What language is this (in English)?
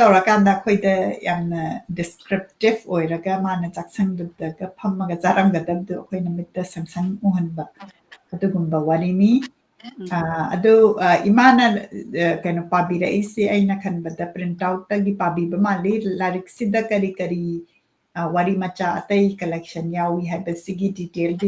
Manipuri